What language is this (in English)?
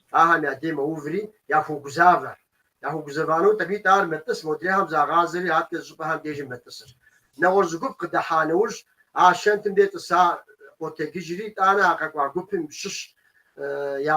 Kabardian